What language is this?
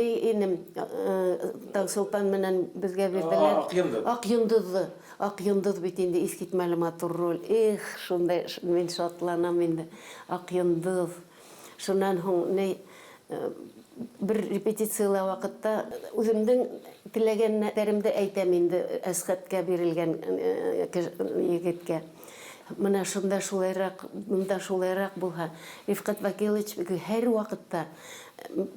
Bashkir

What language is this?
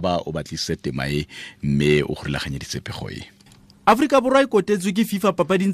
Tswana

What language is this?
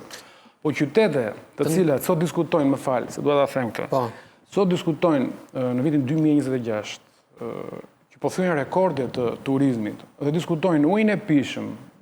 Albanian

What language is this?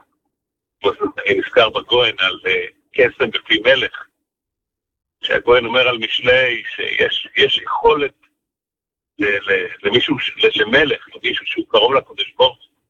Hebrew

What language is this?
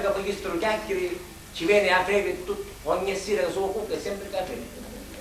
Sicilian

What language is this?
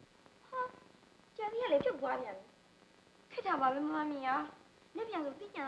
Burmese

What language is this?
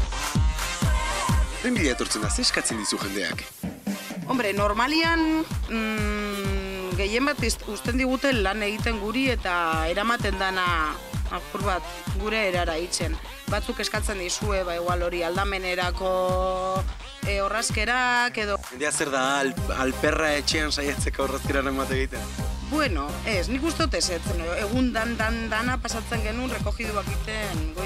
Basque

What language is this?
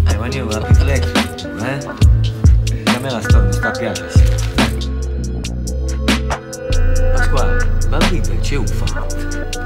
Italian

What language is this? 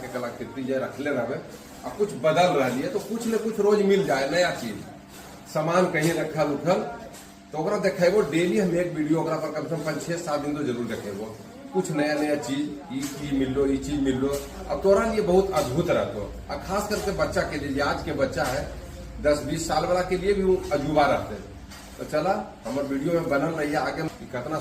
Magahi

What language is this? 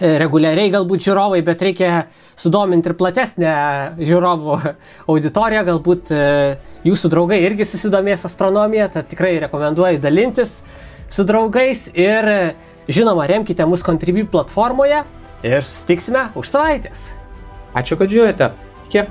Lithuanian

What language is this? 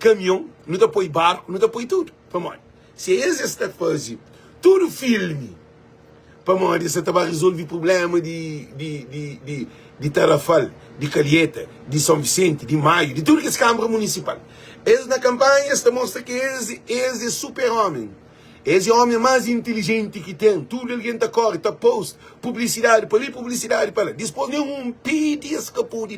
Kabuverdianu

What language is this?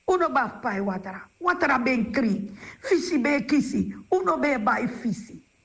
Sranan Tongo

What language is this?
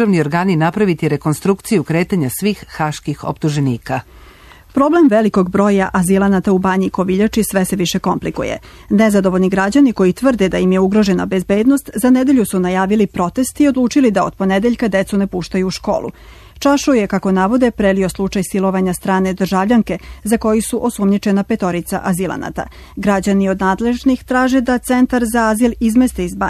Serbian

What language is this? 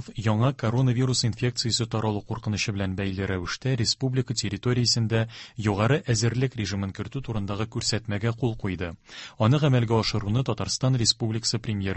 Tatar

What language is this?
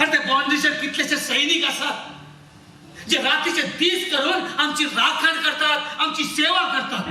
Konkani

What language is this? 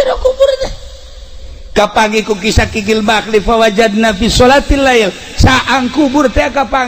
Sundanese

